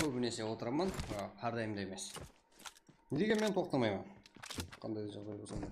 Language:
Kara-Kalpak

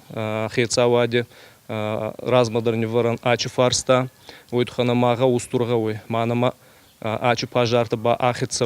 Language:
Ossetic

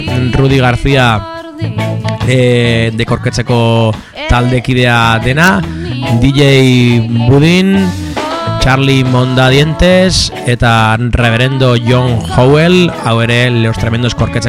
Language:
Basque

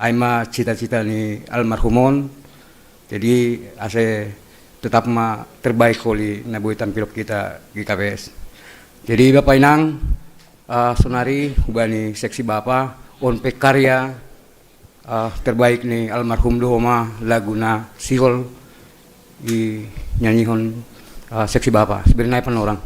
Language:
Batak Simalungun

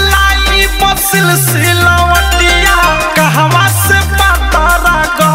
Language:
Bhojpuri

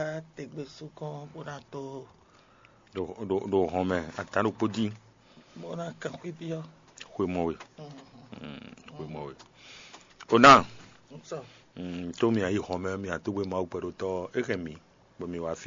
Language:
Fon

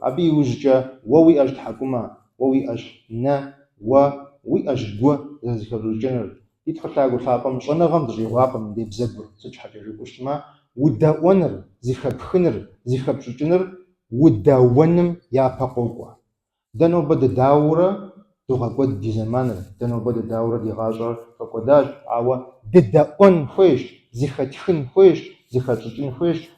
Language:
Kabardian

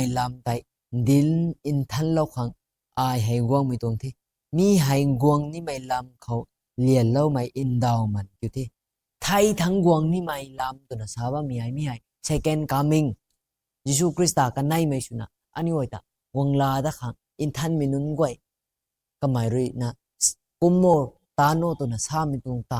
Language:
Rongmei Naga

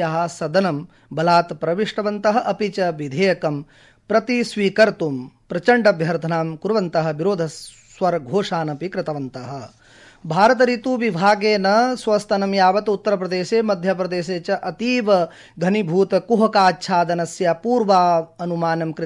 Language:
Sanskrit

